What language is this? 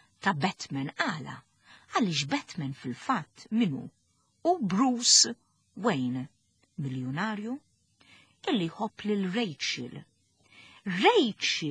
Maltese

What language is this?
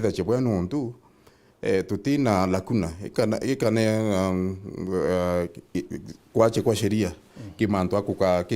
Meru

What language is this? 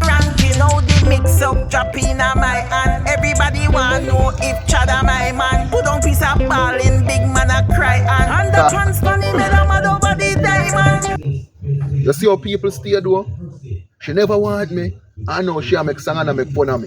Jamaican Creole English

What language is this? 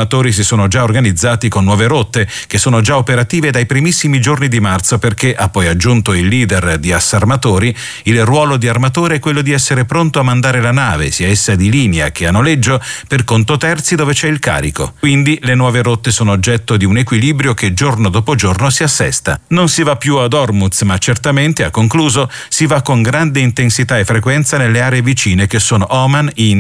Italian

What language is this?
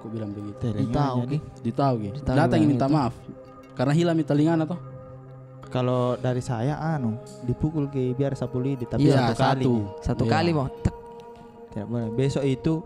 Makassar Malay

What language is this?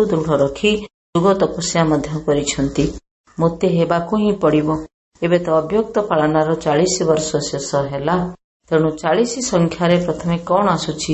Odia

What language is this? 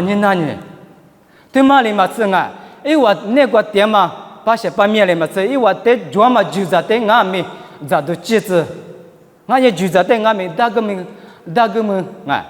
Lisu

